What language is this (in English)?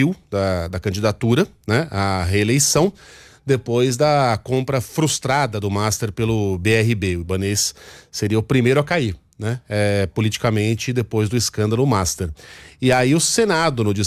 Portuguese